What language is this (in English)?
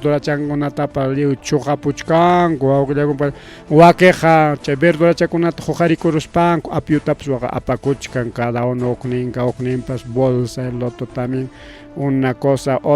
Ayacucho Quechua